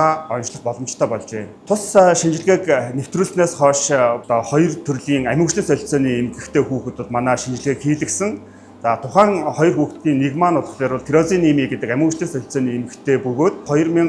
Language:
Mongolian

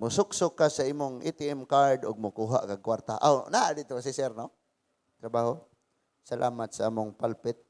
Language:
Cebuano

